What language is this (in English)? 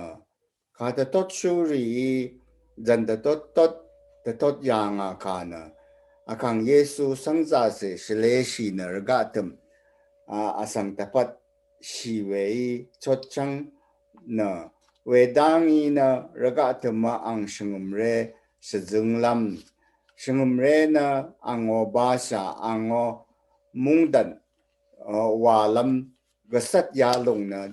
Rawang